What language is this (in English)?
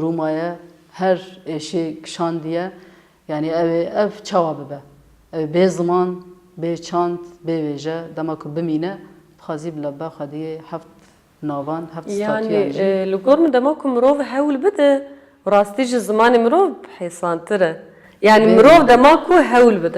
Kurdish